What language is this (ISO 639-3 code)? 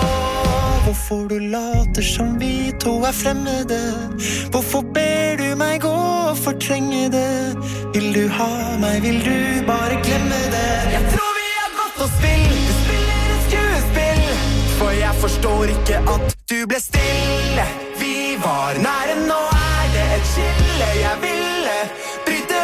nor